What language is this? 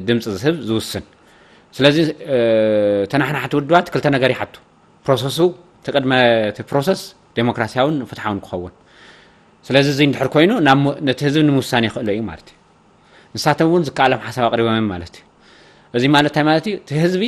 Tigrinya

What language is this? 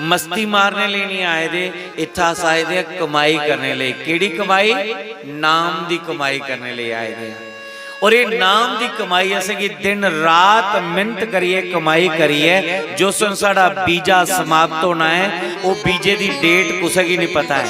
Dogri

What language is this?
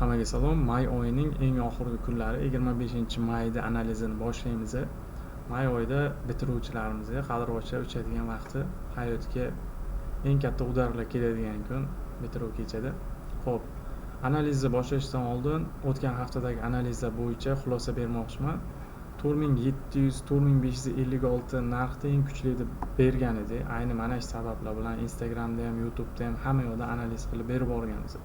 Uzbek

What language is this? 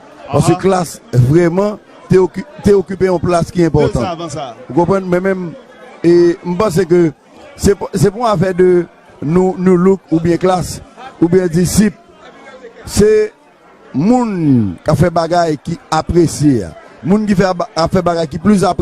Haitian Creole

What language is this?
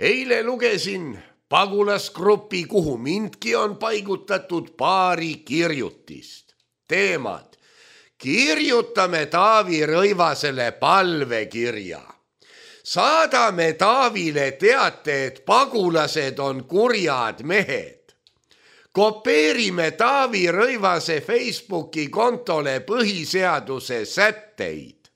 Estonian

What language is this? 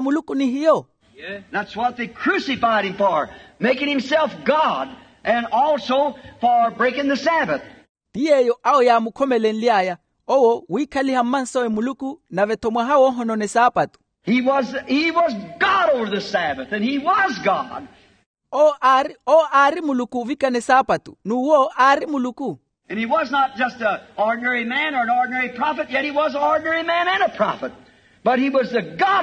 Makhuwa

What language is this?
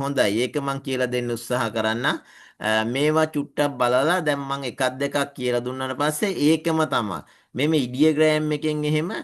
Sinhala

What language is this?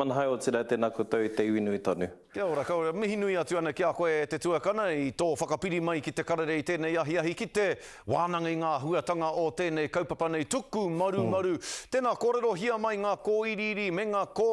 Māori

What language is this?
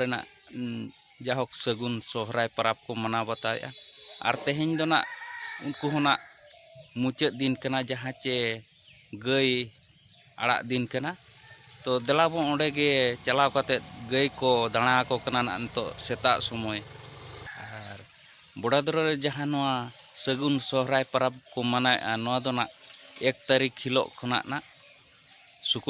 Santali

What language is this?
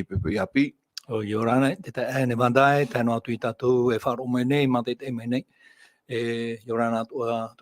Tahitian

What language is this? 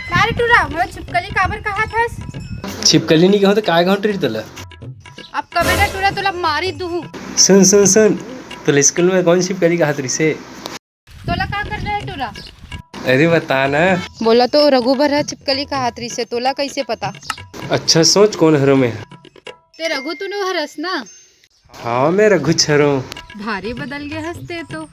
Chhattisgarhi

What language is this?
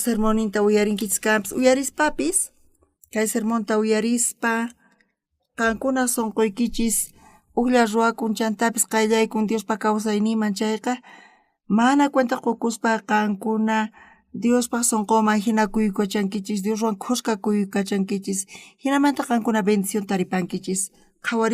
South Bolivian Quechua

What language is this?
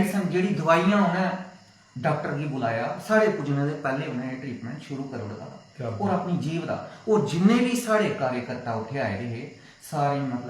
Dogri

